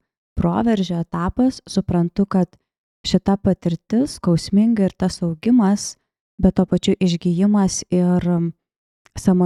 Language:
Lithuanian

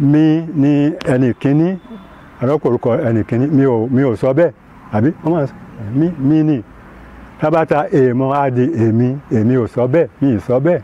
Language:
Yoruba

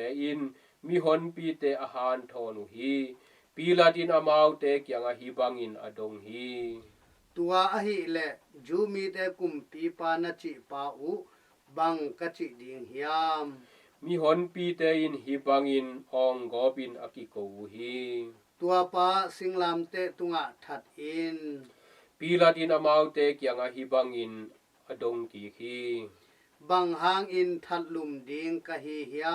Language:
Tedim Chin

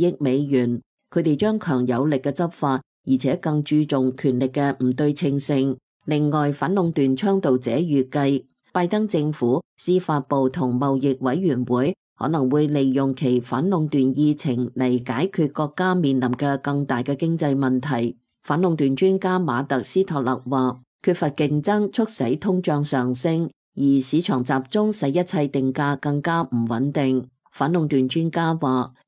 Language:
Cantonese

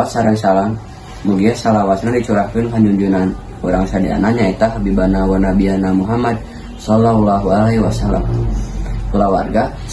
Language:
Sundanese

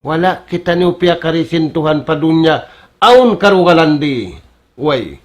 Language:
Tausug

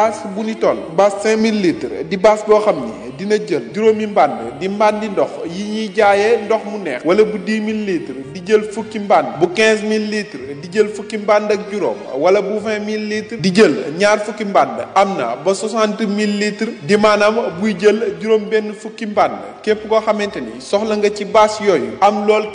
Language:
Wolof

